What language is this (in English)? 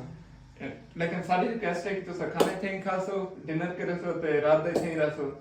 Saraiki